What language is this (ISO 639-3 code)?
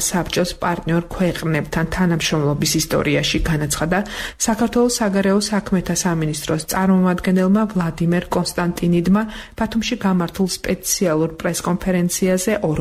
kat